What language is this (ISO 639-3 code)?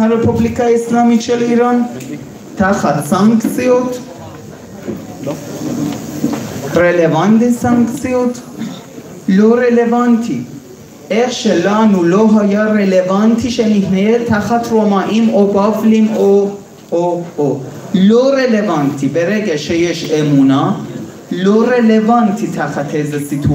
heb